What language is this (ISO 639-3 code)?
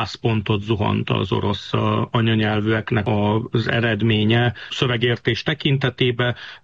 hun